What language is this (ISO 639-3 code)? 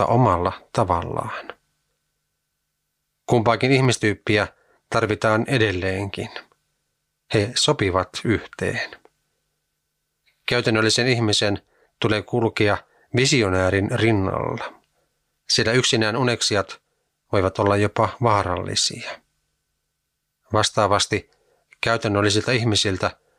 fin